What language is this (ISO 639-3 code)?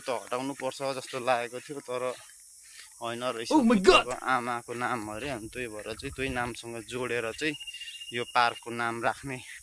nep